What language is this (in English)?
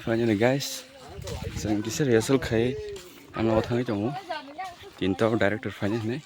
Kok Borok